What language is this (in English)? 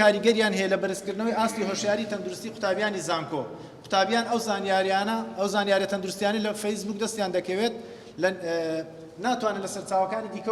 Central Kurdish